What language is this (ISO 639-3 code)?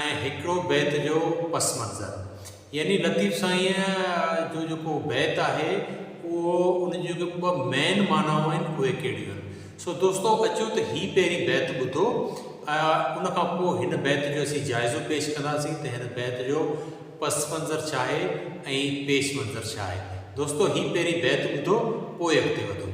snd